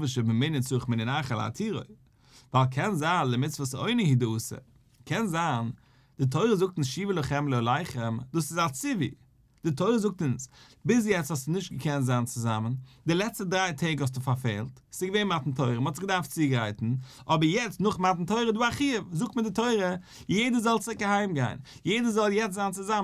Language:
Yiddish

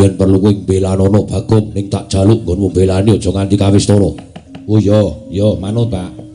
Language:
Javanese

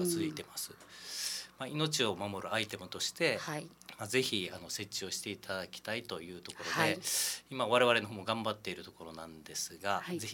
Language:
Japanese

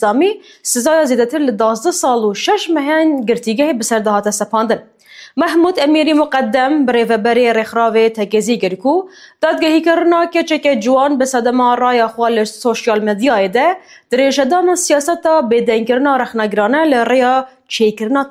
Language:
Kurdish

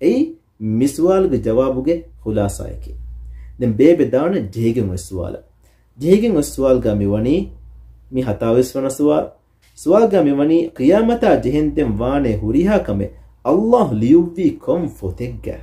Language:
Divehi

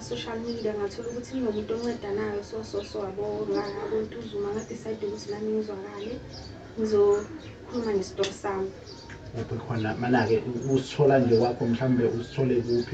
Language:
Zulu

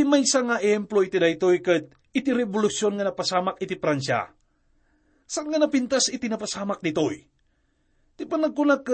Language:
Iloko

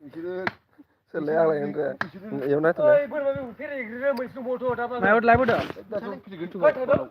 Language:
Bodo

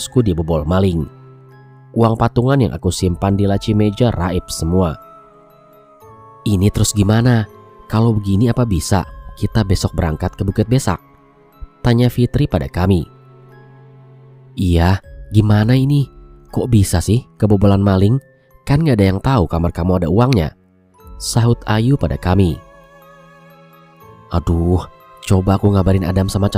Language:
Indonesian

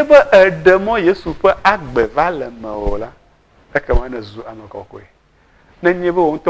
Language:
Ewe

